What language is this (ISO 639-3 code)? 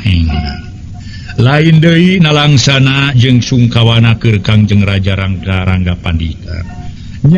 sun